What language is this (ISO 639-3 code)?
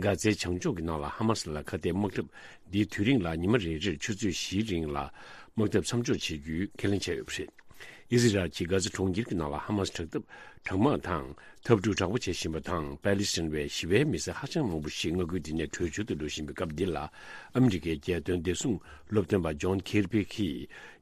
bod